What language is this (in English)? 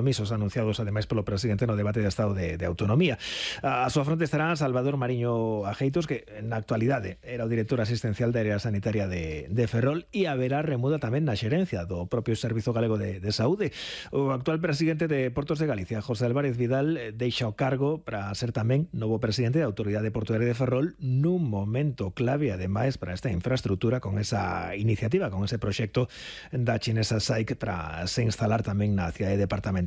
Galician